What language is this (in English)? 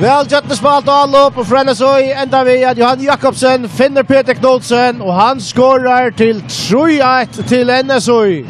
Faroese